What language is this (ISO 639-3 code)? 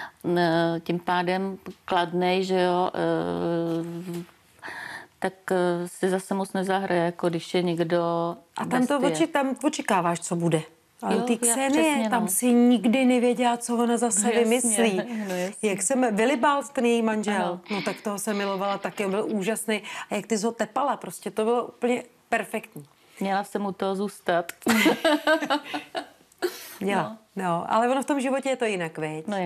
ces